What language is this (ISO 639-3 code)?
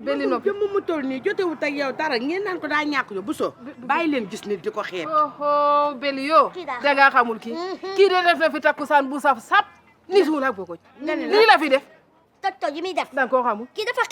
wol